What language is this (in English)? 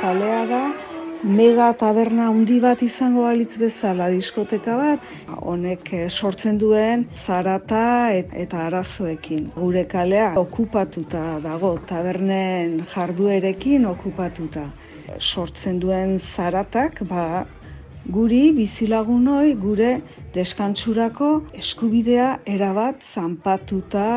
Basque